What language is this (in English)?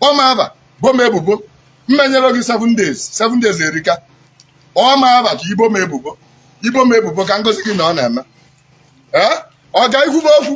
Igbo